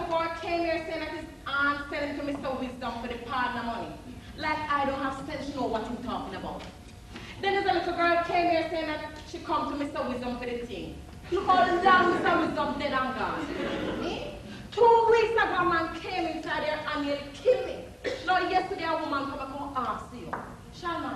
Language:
Jamaican Creole English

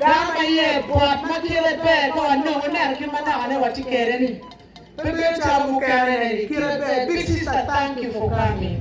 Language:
Acoli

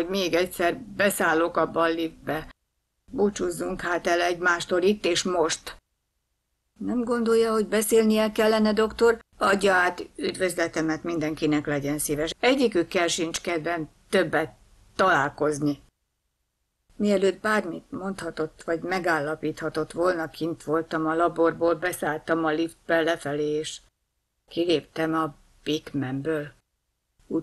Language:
Hungarian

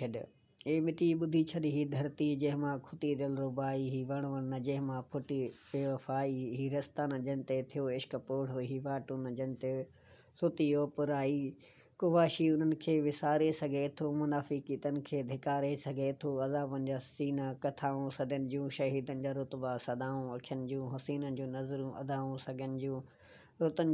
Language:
Sindhi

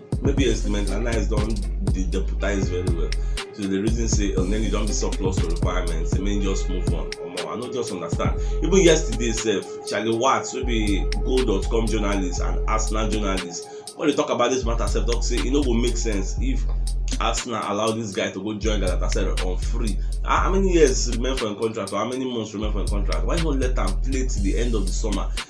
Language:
Nigerian Pidgin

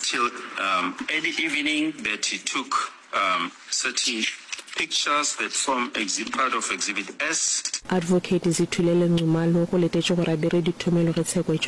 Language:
Northern Sotho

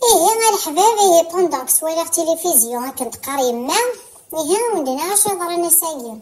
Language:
Kabyle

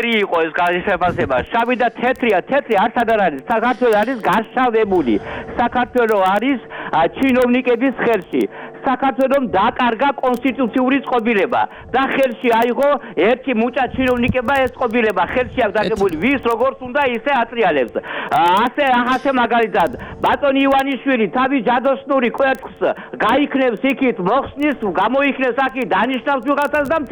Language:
Georgian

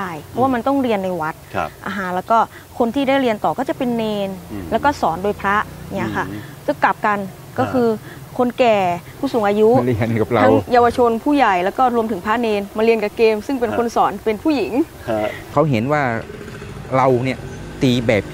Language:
Thai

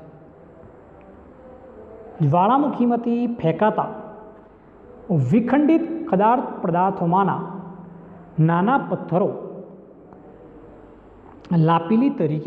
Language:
Gujarati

